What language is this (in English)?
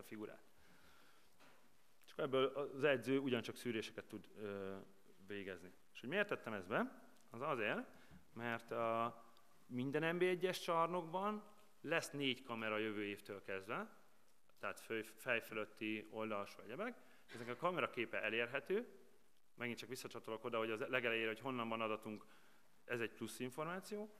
Hungarian